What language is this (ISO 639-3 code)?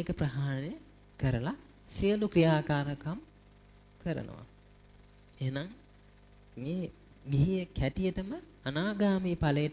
sin